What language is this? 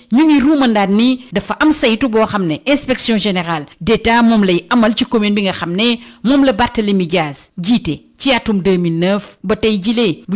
Wolof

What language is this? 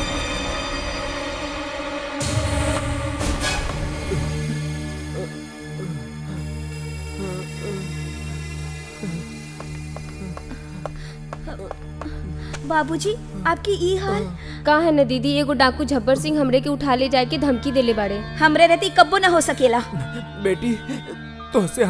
Bhojpuri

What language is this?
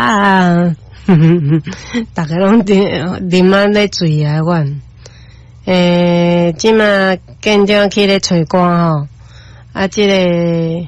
Min Nan Chinese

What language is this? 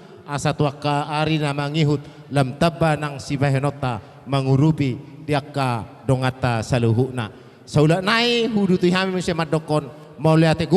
Batak Toba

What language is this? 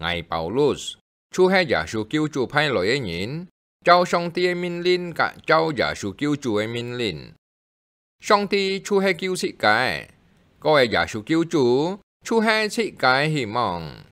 Hakka Chinese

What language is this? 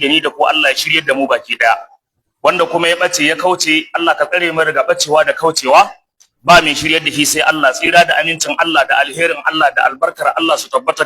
Hausa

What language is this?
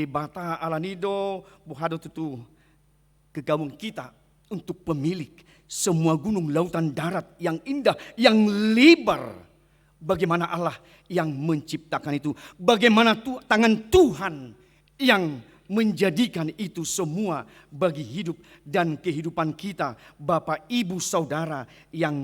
Batak Toba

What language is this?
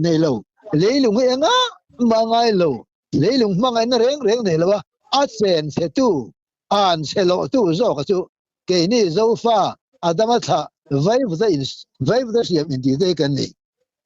Mizo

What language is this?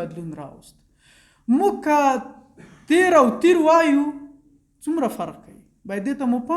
Pashto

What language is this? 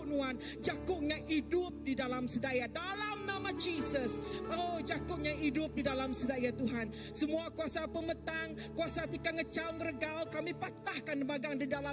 Iban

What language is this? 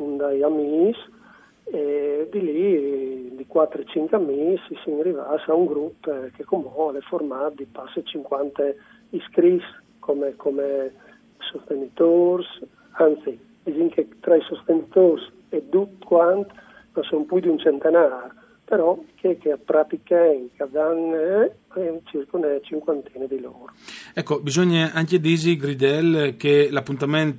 Friulian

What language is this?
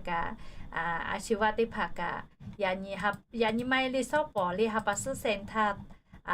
Lahu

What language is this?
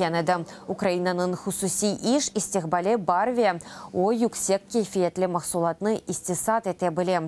Crimean Tatar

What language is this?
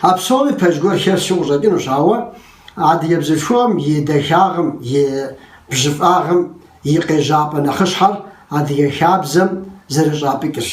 Kabardian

